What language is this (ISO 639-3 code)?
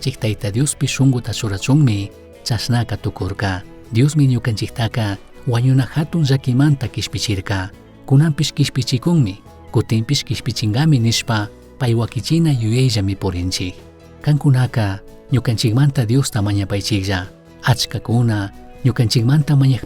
qug